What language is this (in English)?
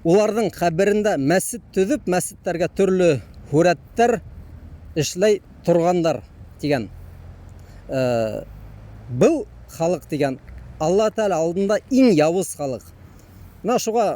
Bashkir